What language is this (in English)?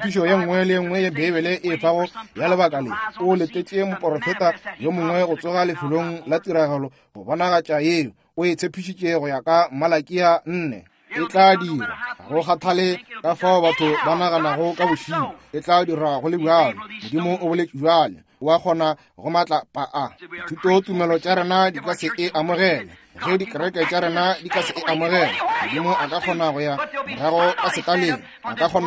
Northern Sotho